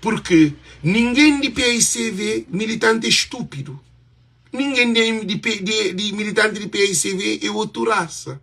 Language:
Kabuverdianu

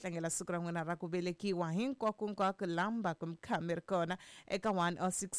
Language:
Tsonga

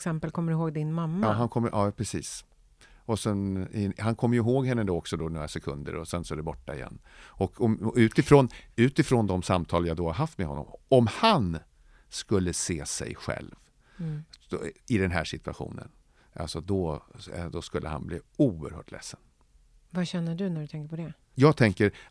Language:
Swedish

